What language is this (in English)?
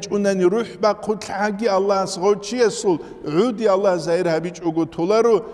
Avaric